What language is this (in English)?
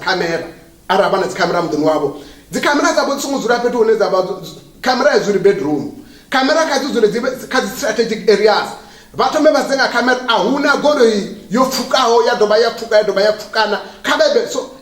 Venda